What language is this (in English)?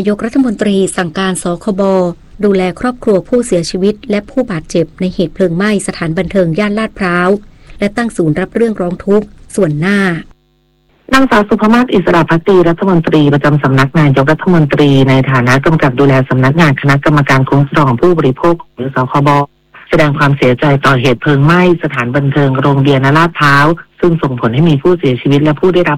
Thai